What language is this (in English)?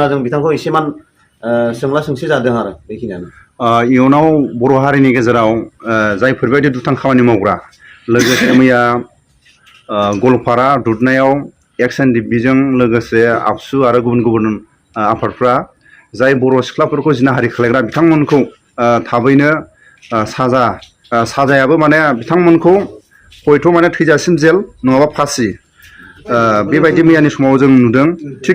Bodo